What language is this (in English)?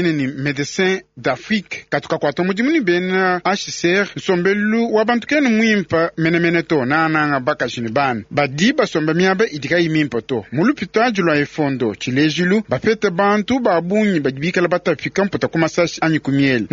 Luba-Lulua